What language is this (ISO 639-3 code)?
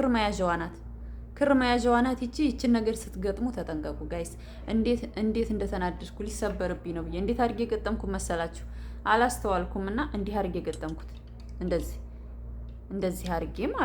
amh